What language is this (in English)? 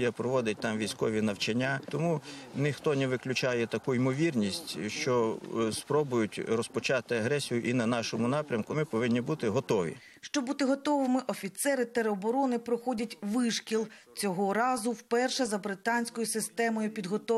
Ukrainian